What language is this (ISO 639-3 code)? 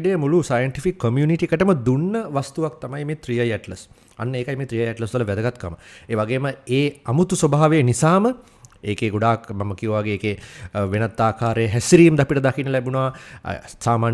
sin